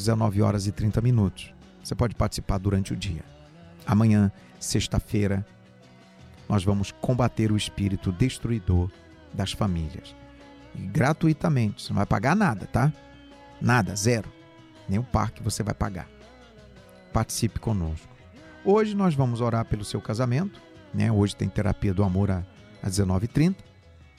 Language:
Portuguese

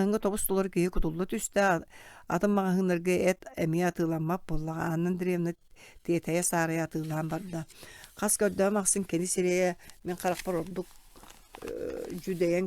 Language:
Yakut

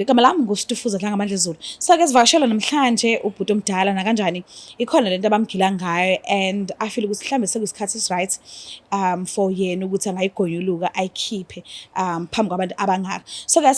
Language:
Zulu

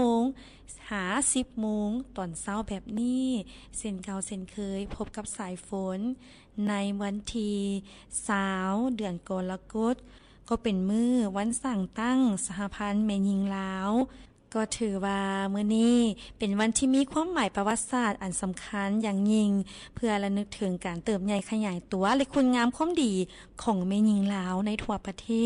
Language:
Lao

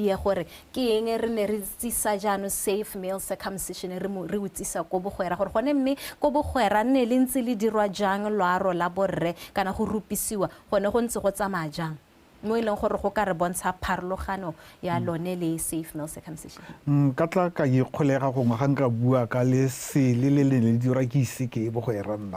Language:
Tswana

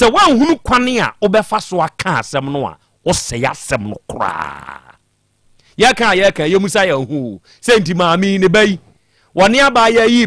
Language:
Akan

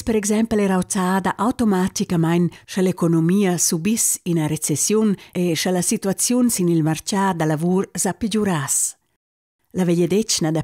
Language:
Romansh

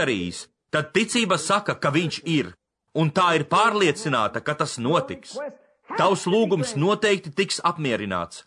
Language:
Latvian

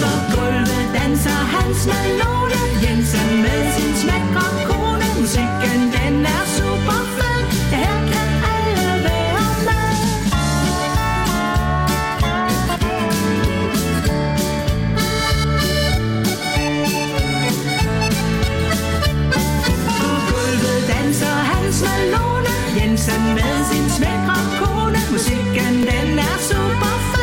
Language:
Danish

